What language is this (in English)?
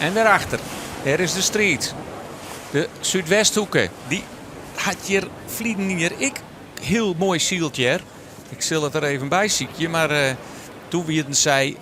Western Frisian